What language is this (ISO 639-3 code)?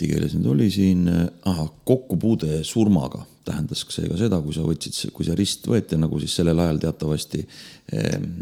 est